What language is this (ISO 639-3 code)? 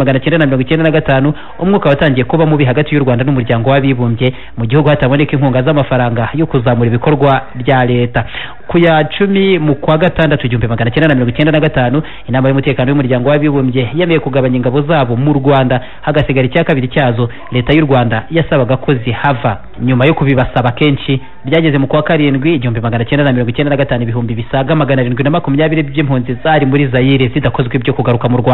kin